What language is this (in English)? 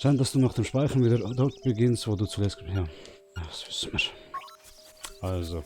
Swiss German